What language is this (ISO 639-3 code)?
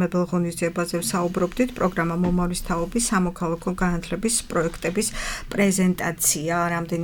kat